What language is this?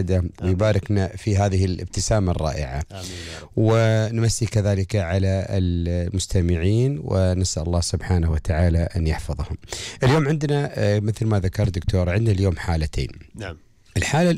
Gulf Arabic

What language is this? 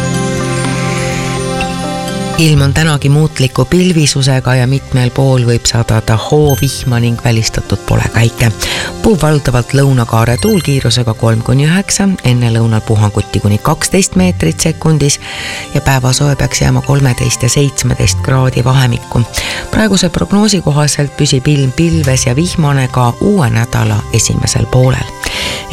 Estonian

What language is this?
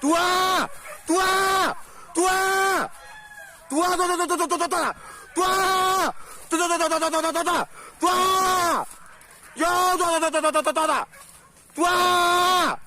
Minangkabau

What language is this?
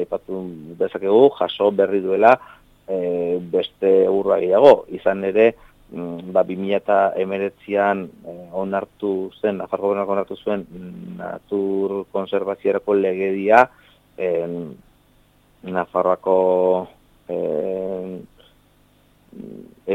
Basque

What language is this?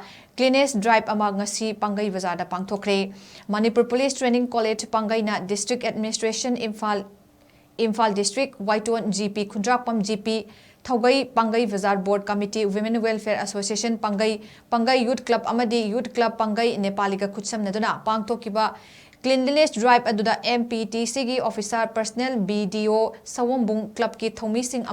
Manipuri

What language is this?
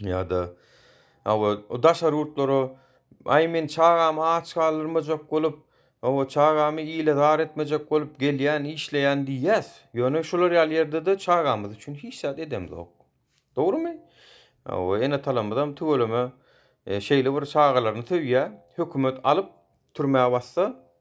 Turkmen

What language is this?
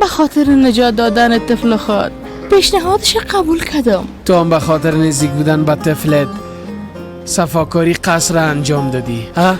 Persian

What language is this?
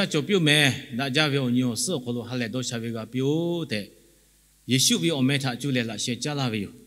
Lahu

